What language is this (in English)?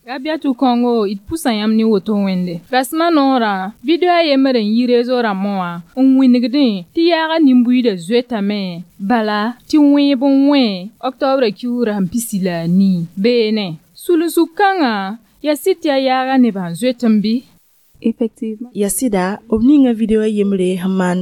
Mossi